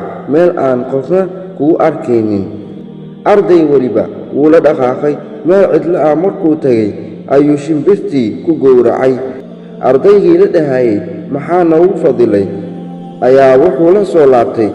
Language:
Somali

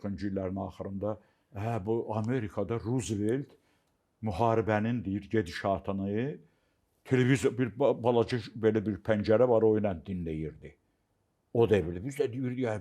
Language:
Azerbaijani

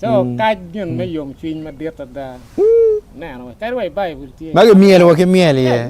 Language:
Acoli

